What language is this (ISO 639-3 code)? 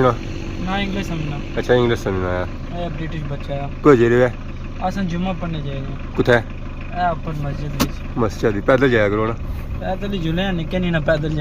phr